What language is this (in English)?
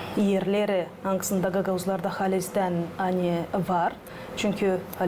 Gagauz